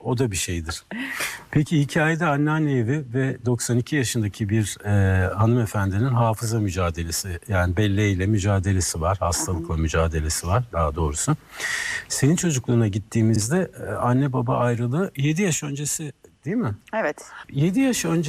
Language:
Turkish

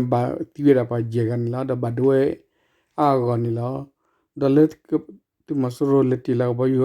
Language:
S'gaw Karen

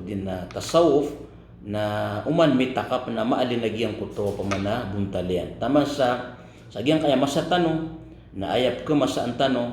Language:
Maranao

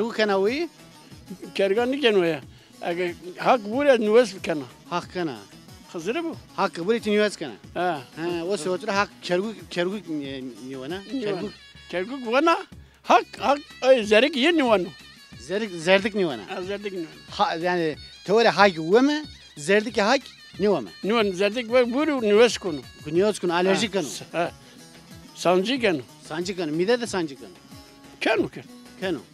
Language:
Zaza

